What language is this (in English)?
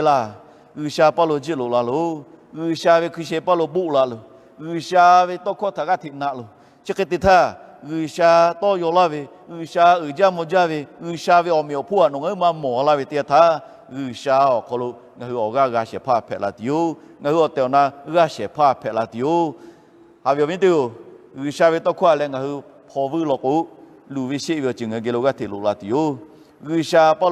Lahu